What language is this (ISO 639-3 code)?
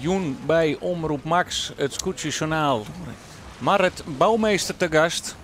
fry